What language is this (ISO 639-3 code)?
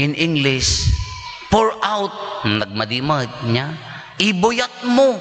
ilo